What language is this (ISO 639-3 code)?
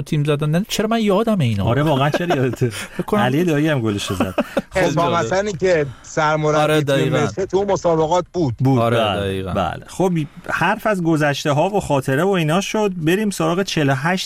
fas